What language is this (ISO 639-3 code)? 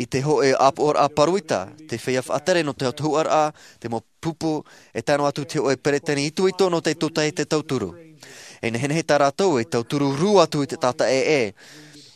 tah